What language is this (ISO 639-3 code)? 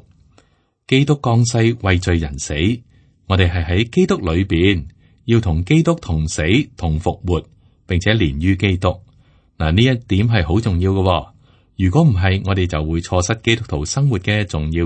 yue